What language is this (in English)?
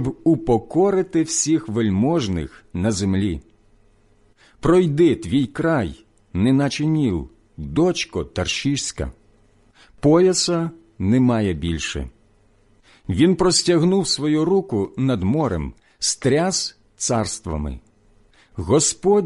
Ukrainian